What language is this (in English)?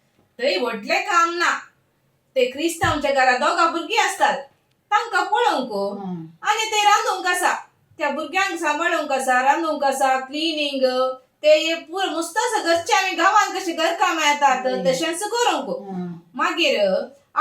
Konkani